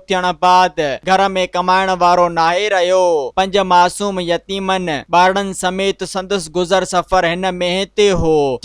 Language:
Sindhi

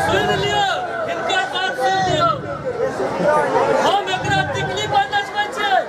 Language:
Maithili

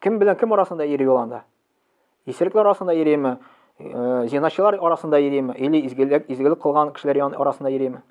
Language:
Tatar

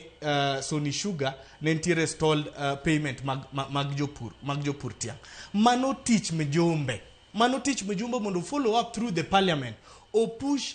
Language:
Luo (Kenya and Tanzania)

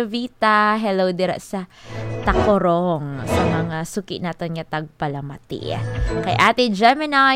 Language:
Hiligaynon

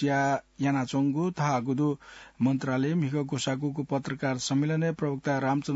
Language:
Newari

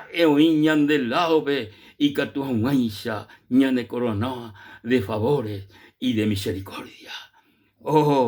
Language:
Guarani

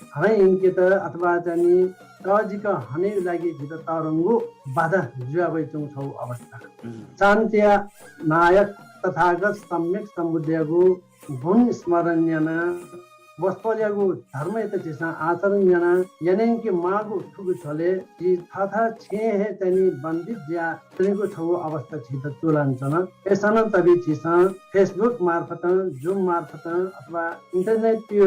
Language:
Newari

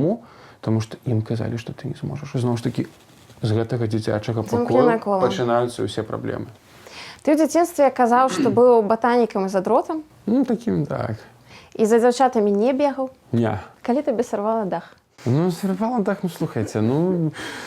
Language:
Belarusian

